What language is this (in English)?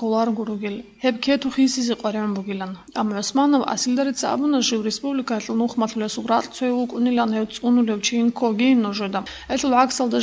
Avaric